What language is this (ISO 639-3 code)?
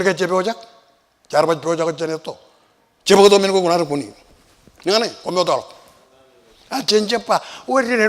mah